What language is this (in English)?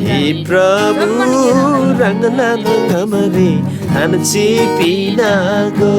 Eastern Tamang